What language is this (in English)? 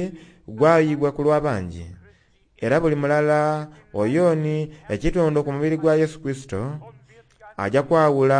Soga